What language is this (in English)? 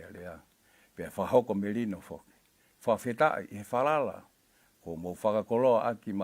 Tongan